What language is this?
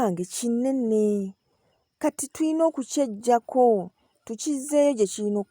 Ganda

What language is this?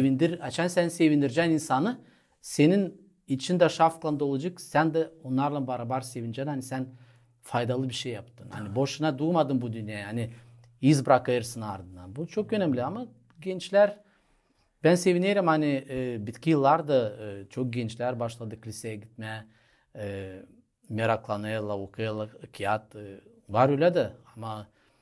Gagauz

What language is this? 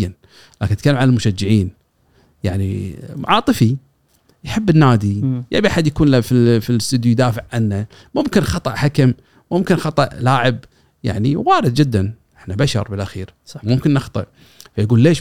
Gulf Arabic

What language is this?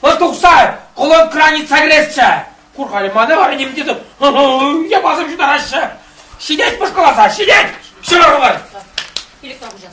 Chuvash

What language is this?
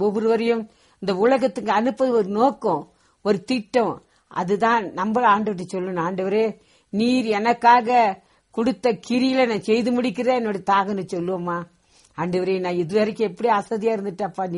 Tamil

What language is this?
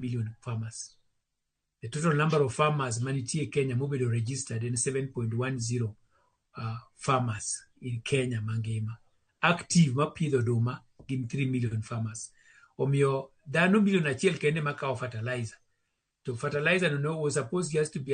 Luo (Kenya and Tanzania)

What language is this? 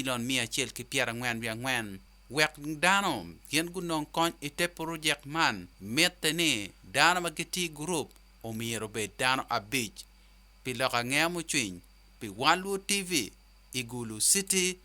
Acoli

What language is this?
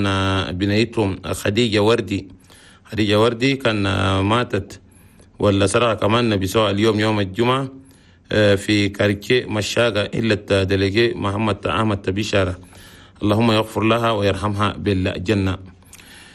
Chadian Arabic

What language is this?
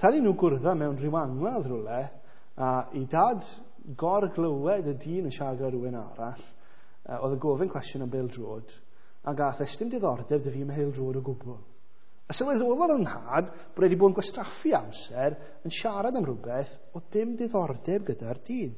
Welsh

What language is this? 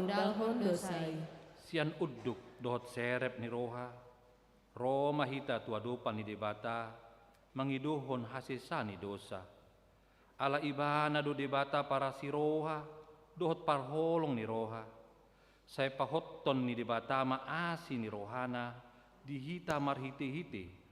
Batak Toba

